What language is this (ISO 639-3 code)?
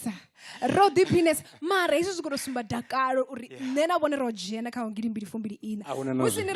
ven